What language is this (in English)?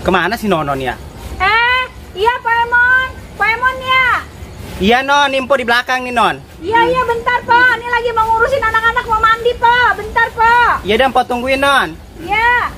Betawi